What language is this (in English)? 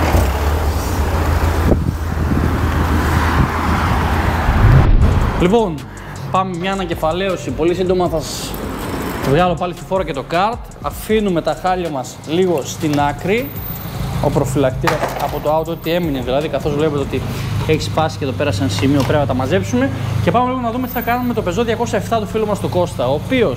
Greek